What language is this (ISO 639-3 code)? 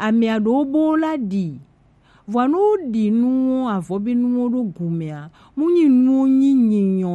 gej